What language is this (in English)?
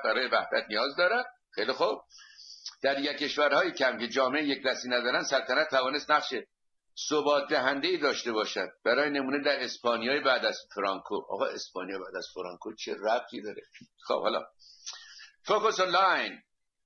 Persian